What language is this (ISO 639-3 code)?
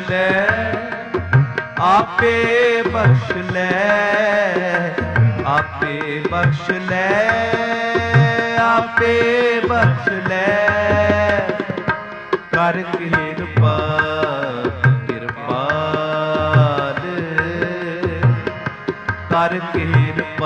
pan